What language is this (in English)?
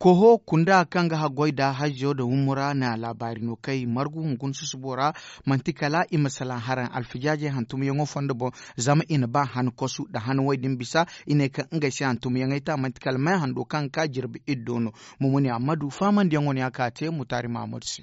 Zarma